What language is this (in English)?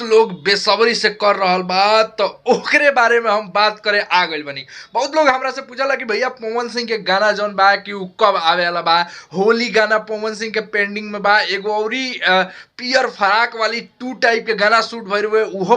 Bhojpuri